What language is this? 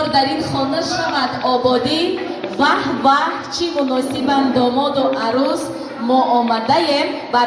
Tajik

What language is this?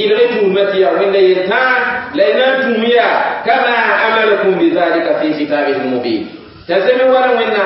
Mossi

